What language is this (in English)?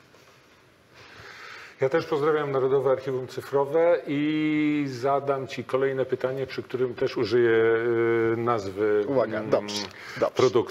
Polish